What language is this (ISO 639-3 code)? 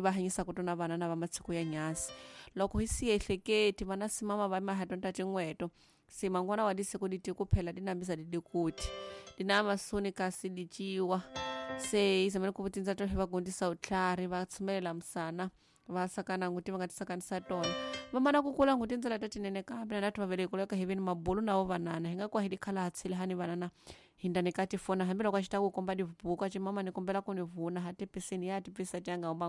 tso